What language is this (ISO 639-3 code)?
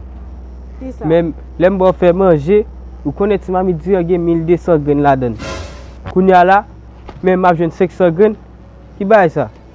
hat